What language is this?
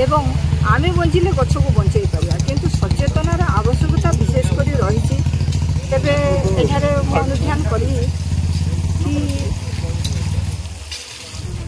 Odia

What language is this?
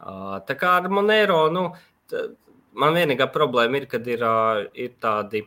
Latvian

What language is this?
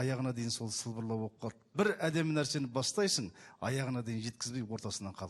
Kazakh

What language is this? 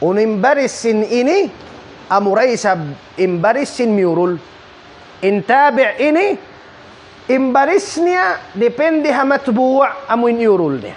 Tausug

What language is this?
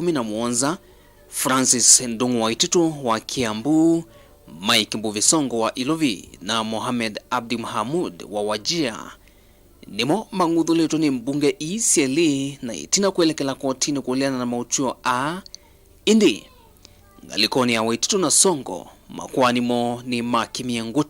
Kamba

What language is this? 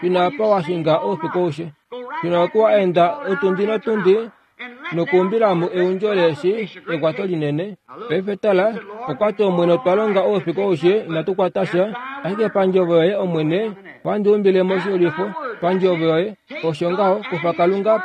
Kuanyama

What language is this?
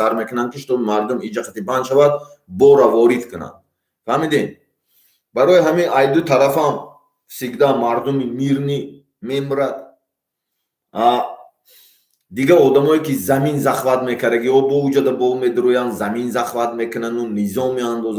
Tajik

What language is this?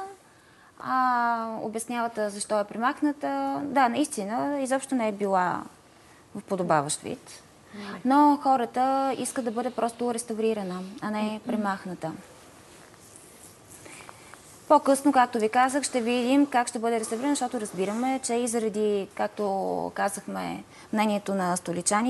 Bulgarian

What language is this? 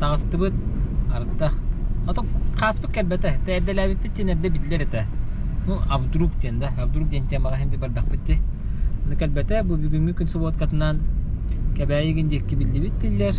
Yakut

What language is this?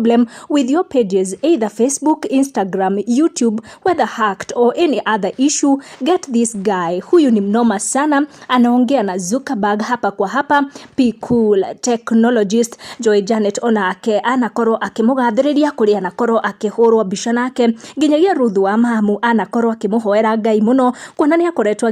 Kikuyu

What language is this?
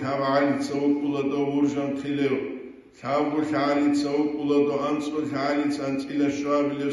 Avaric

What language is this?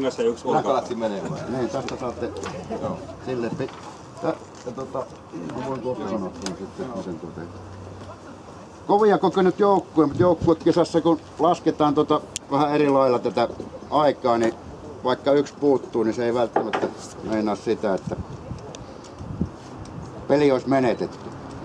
Finnish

